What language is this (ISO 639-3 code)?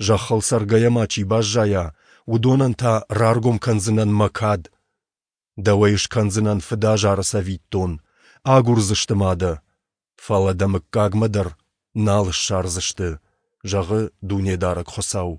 oss